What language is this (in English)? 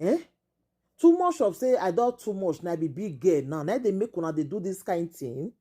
Nigerian Pidgin